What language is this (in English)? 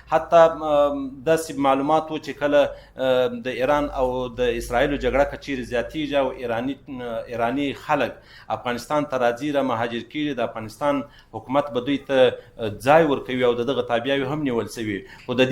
Pashto